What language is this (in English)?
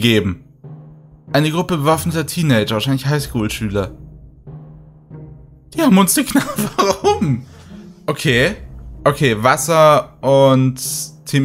German